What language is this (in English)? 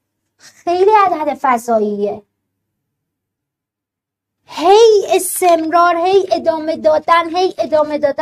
Persian